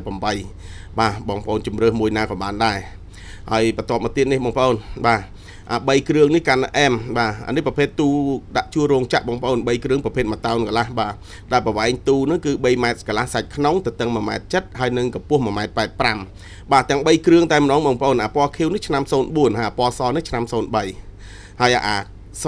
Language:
Khmer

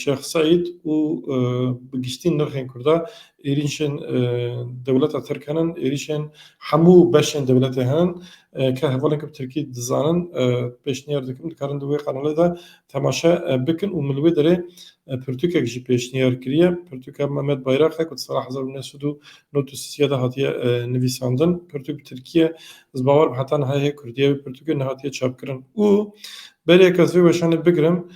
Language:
Kurdish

